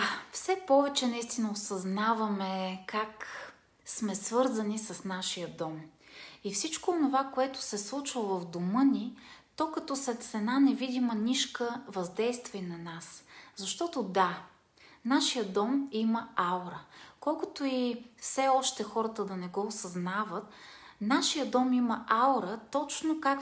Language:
Bulgarian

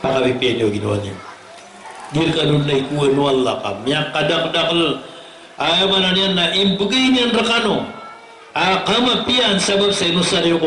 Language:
Maranao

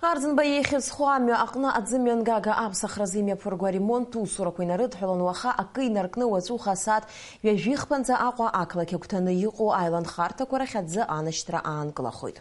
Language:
Abkhazian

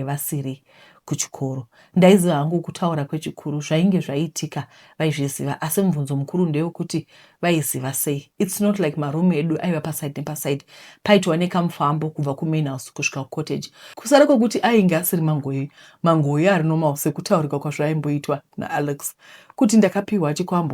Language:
Shona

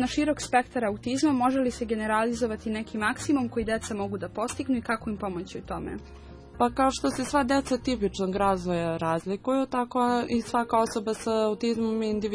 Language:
Serbian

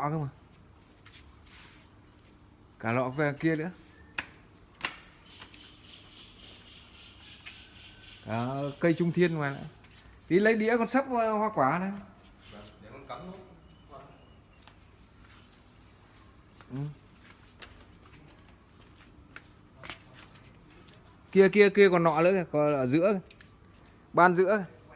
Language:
Vietnamese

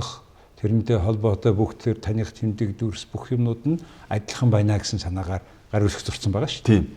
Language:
Mongolian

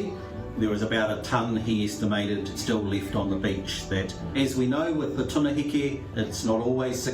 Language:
Māori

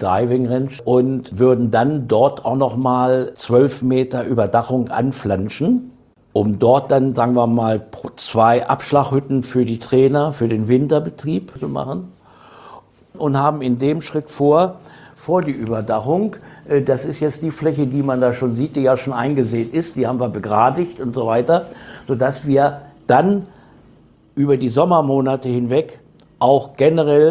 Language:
German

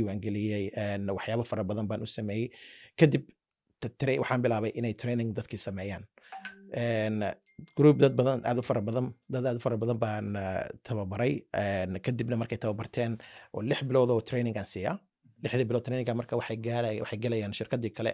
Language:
Somali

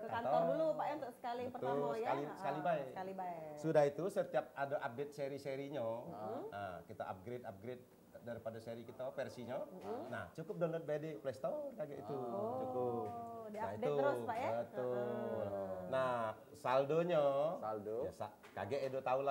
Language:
Musi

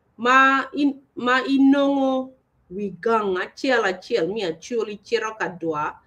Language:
Acoli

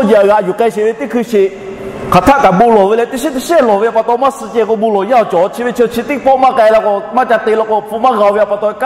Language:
Lahu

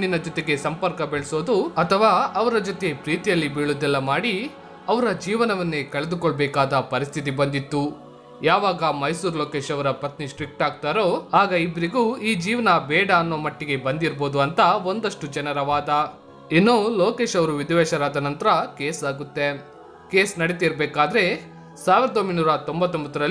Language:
Kannada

